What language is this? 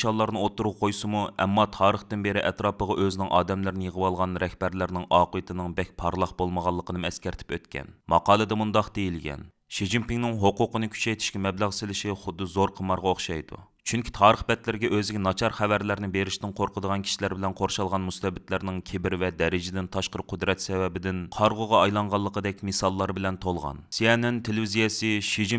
Uyghur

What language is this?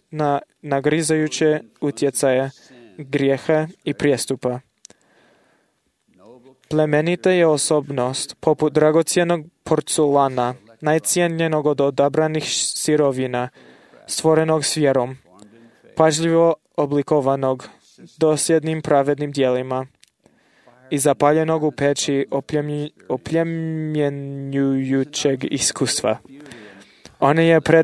Croatian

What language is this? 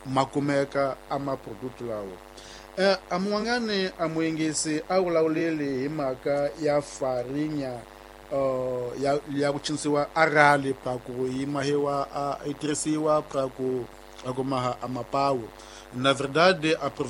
Tsonga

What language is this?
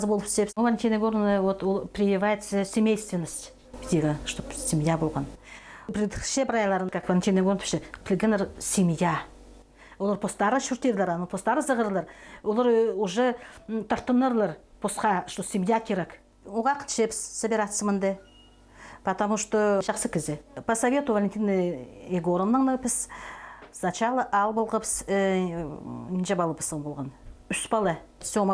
Khakas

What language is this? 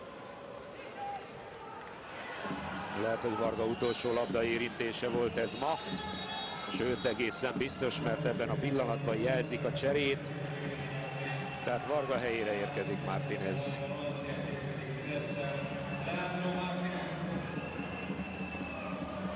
Hungarian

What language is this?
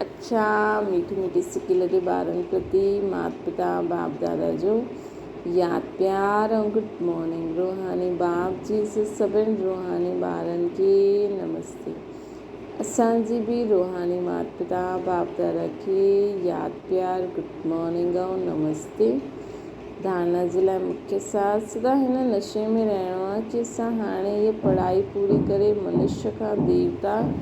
Sindhi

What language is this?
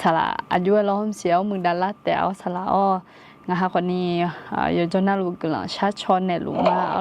Akha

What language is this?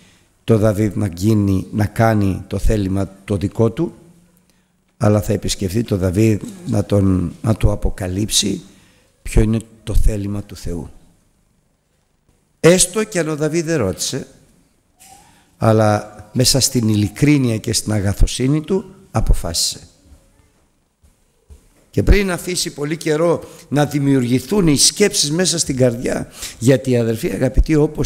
Greek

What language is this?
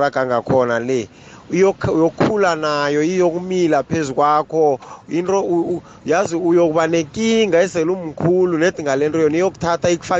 South Ndebele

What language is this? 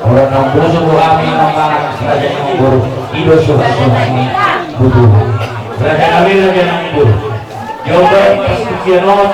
Batak Toba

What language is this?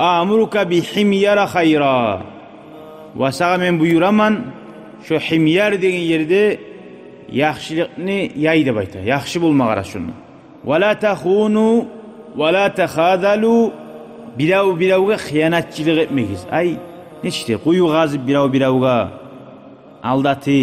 Kumyk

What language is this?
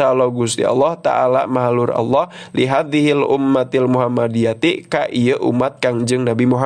Sundanese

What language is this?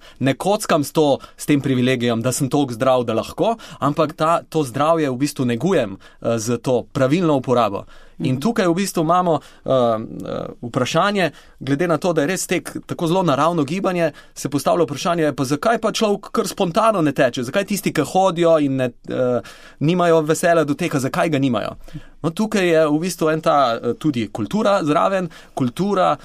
Slovenian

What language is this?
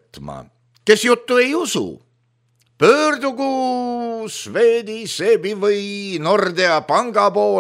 Estonian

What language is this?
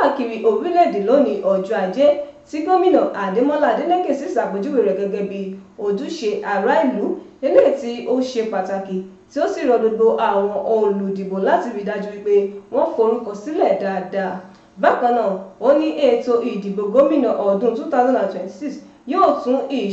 Yoruba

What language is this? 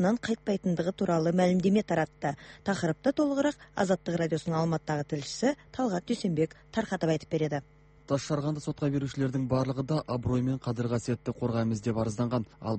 Kazakh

